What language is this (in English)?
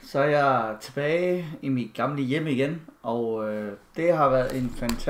Danish